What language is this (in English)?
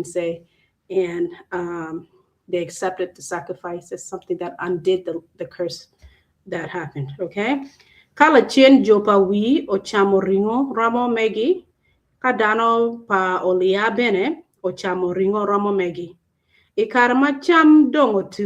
Acoli